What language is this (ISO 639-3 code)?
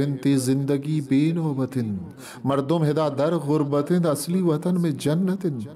bgp